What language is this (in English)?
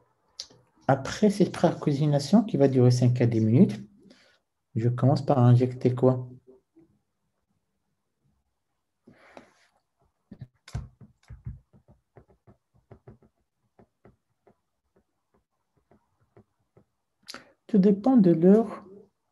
French